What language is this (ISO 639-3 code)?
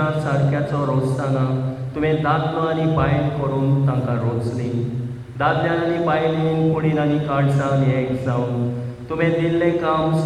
kok